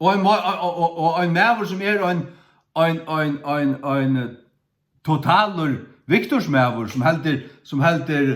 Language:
Faroese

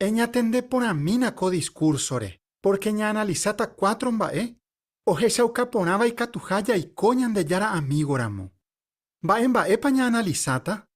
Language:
Guarani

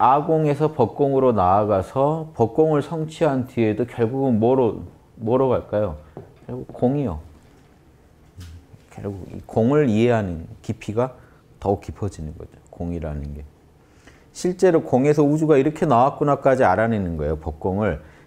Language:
Korean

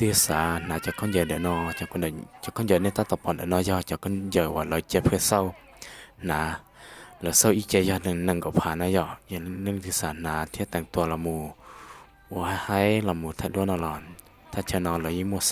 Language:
Hmong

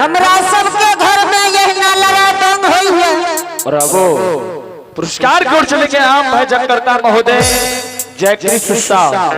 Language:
Angika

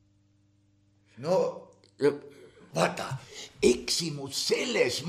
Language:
Estonian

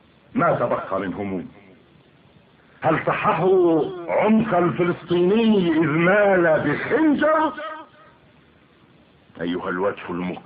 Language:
Arabic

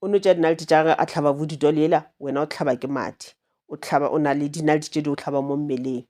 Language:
Northern Sotho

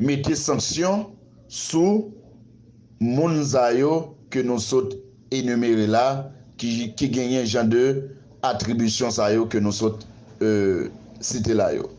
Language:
Haitian Creole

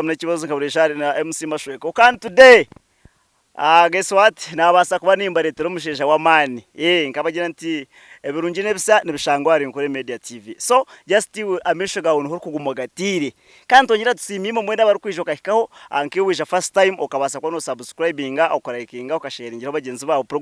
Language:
Nyankole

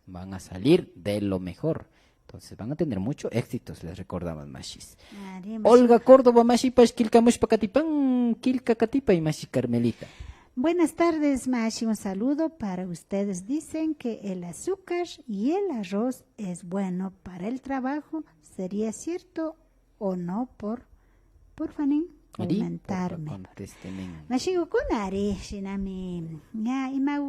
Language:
Imbabura Highland Quichua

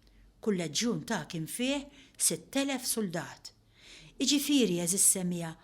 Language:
Maltese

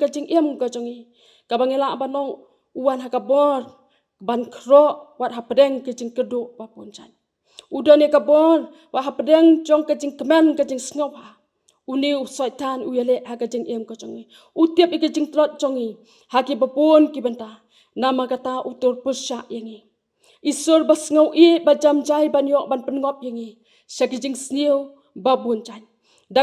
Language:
Khasi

